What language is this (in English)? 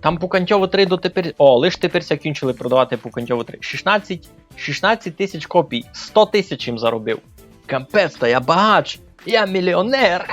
Rusyn